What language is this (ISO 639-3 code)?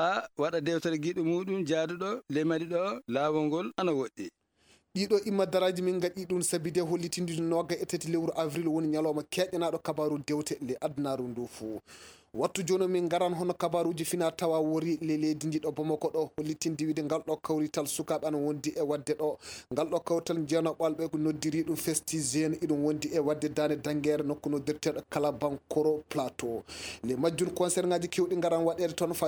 fuv